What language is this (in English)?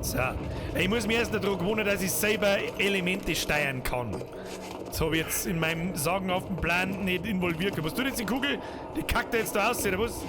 Bavarian